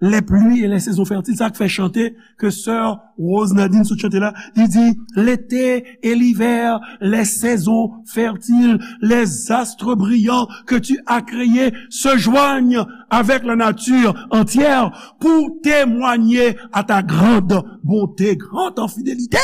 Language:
Haitian Creole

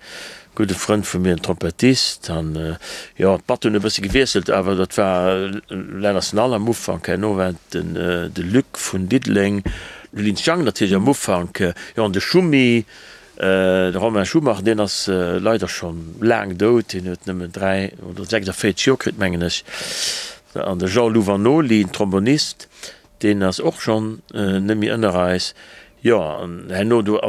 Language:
Luxembourgish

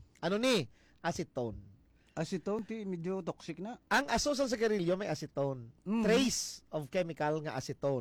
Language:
Hiligaynon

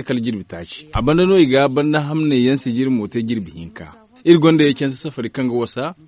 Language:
Zarma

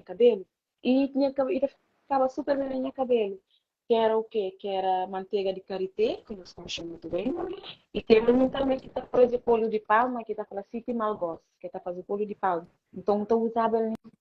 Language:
Kabuverdianu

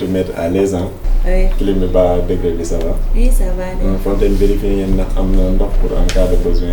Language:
Wolof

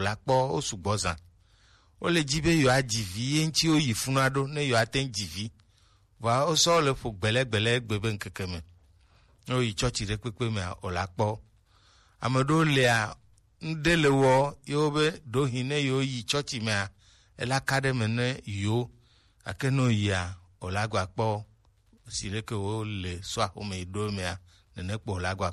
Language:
Gen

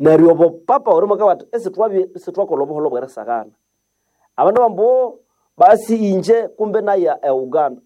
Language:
Nande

